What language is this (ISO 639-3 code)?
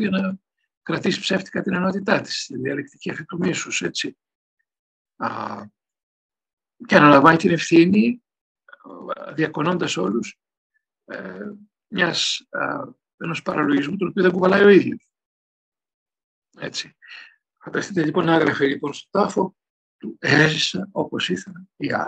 ell